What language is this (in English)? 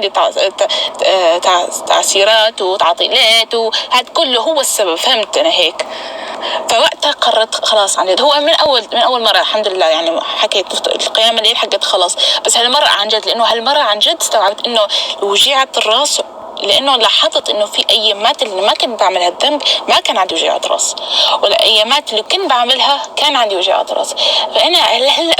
North Levantine Arabic